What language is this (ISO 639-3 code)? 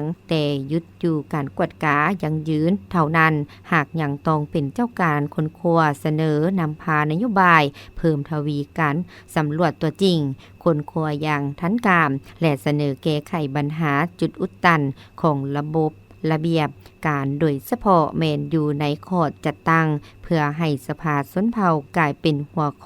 lao